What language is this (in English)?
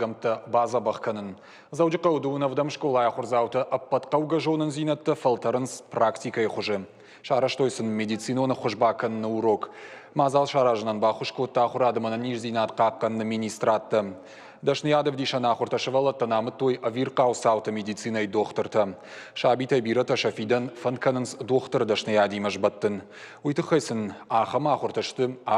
Ossetic